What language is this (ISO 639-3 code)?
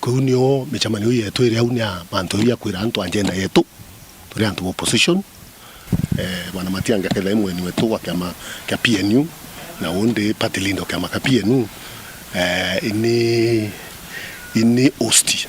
mer